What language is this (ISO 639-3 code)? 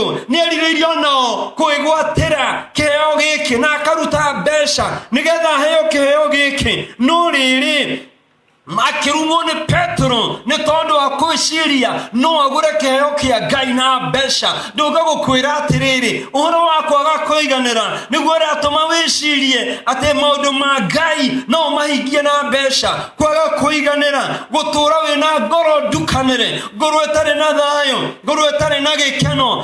kik